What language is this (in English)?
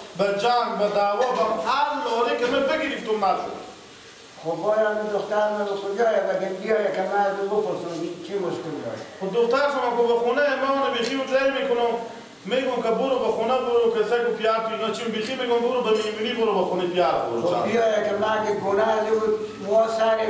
Persian